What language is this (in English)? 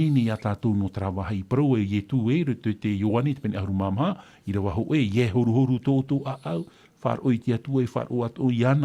Tahitian